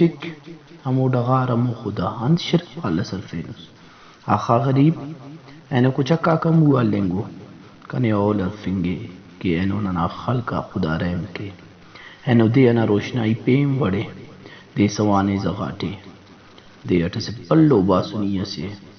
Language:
Brahui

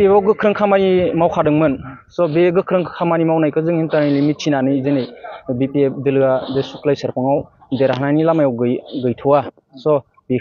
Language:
Bodo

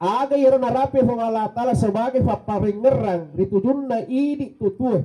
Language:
Buginese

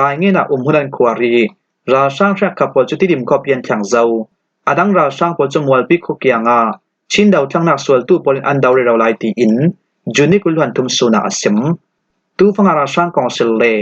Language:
Falam Chin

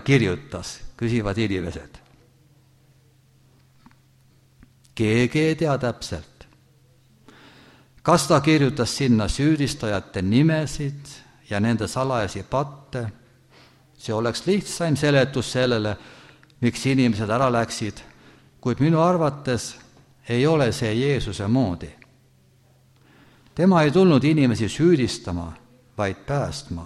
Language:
Estonian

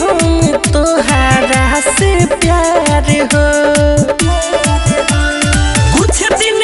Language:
Bhojpuri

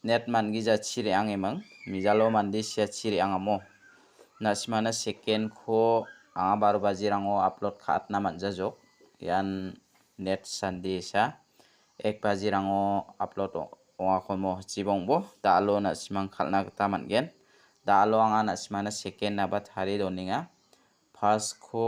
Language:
Garo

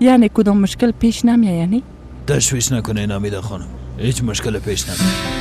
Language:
Persian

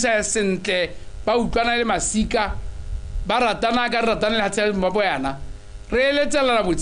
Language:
Tswana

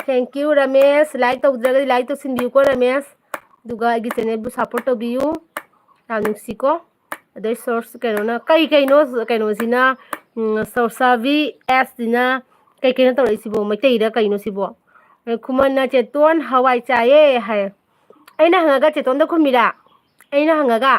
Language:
Manipuri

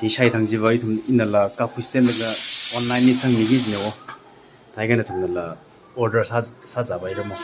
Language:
Tangkhul Naga (India)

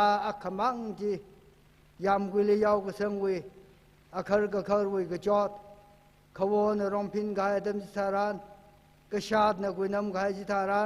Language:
Tangkhul Naga (India)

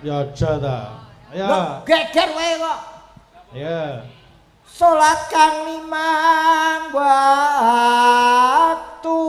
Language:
Javanese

